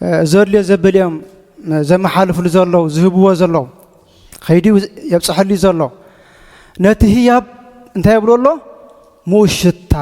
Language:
Tigrinya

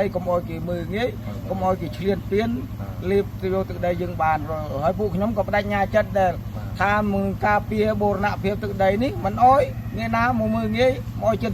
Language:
Khmer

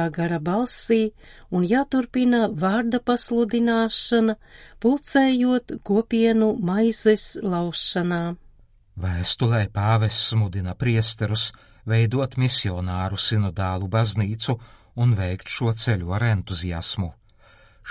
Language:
Latvian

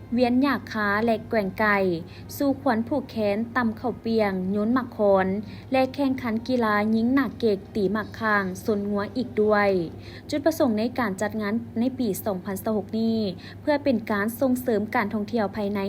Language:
Lao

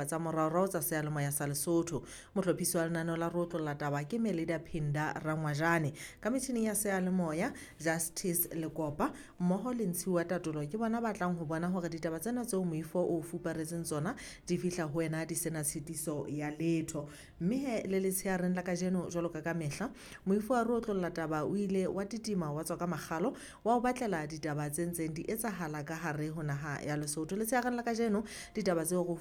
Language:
Southern Sotho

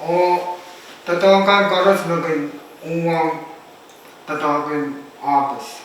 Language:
Pohnpeian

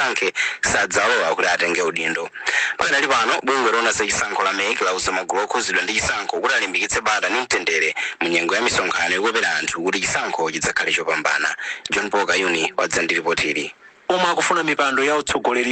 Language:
Nyanja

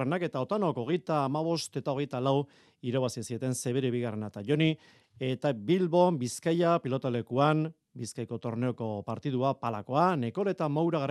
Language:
Basque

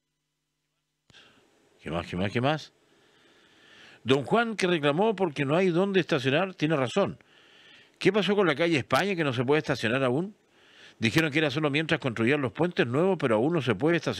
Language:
Spanish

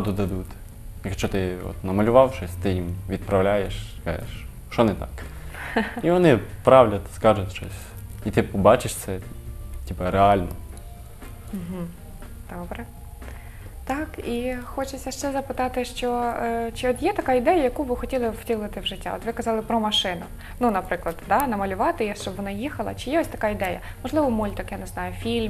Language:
Ukrainian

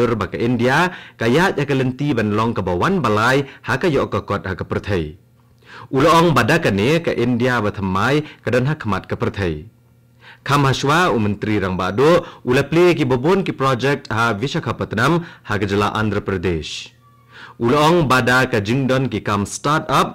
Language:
Khasi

